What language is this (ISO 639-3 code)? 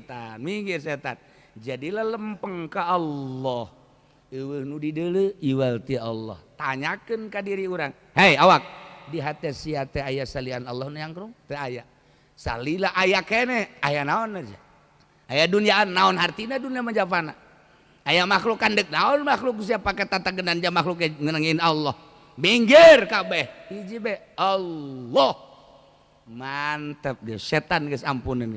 sun